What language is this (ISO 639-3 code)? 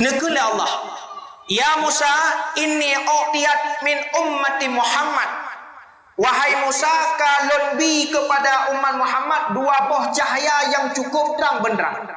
ace